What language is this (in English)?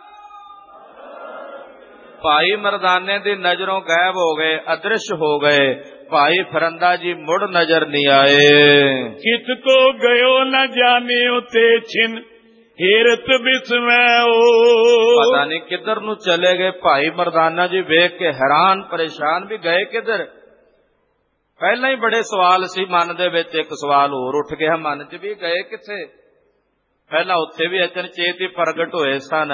Punjabi